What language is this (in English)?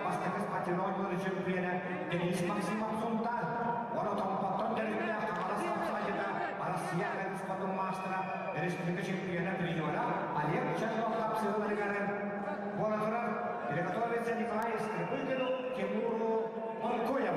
Yakut